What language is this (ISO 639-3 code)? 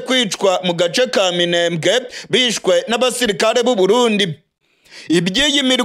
run